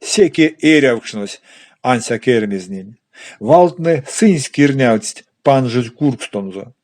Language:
Erzya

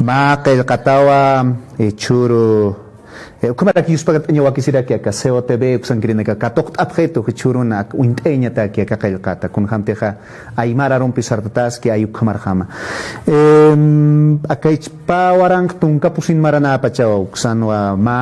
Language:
Aymara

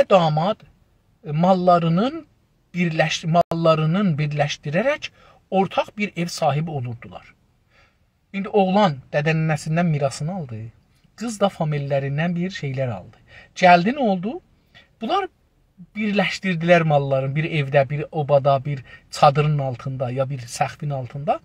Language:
South Azerbaijani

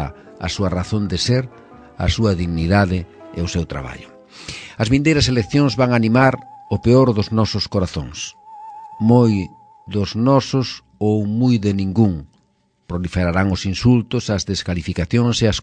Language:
Galician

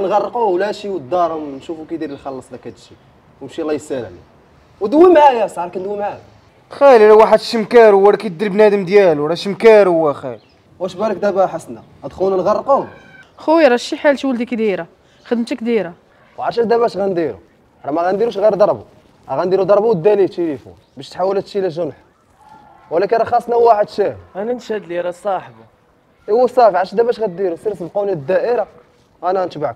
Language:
Moroccan Arabic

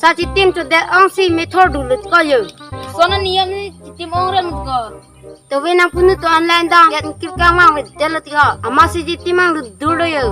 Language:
Karbi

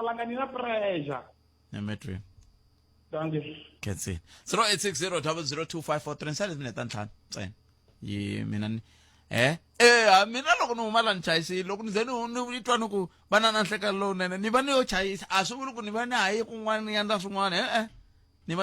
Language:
Tsonga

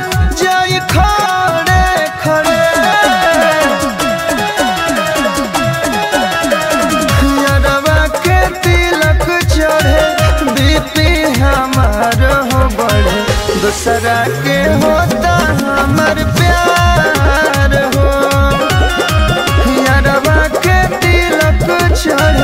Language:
Bhojpuri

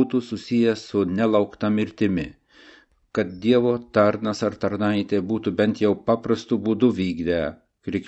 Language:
Lithuanian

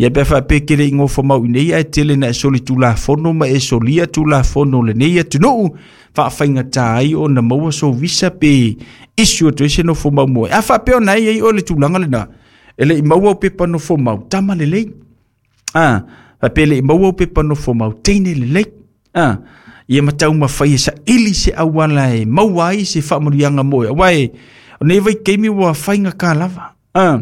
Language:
Samoan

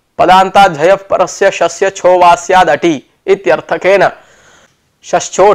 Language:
Sanskrit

